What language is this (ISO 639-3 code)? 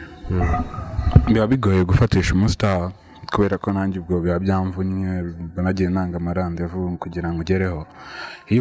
kin